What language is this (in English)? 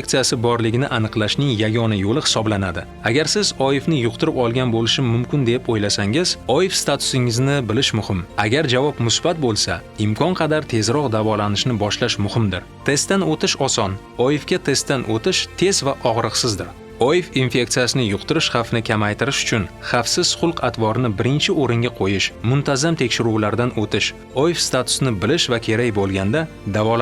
Uzbek